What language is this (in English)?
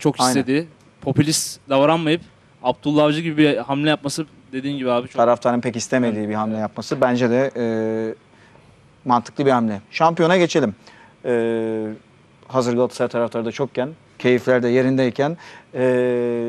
Turkish